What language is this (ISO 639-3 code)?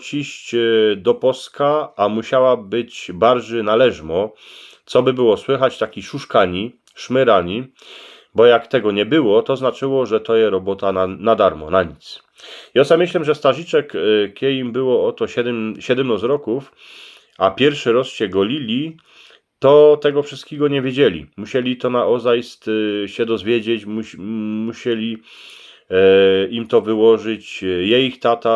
szl